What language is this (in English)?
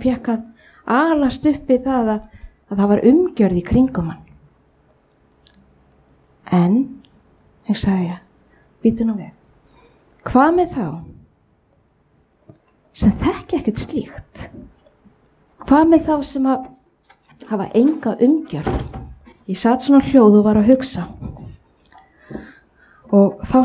Icelandic